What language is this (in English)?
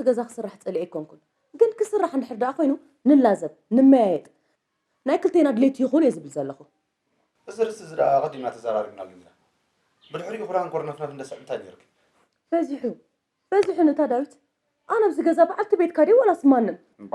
Tigrinya